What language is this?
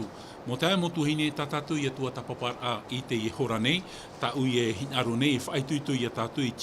Tahitian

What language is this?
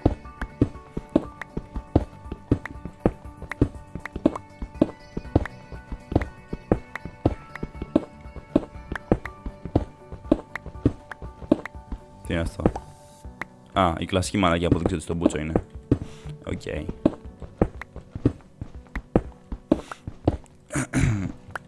Greek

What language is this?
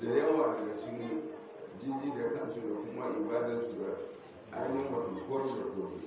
Hausa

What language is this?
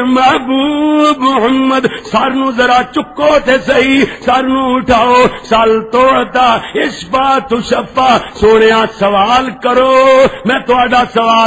Western Panjabi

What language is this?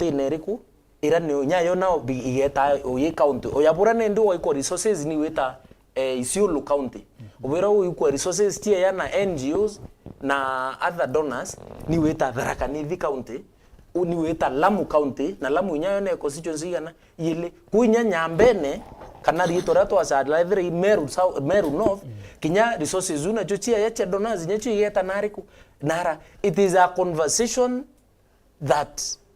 Meru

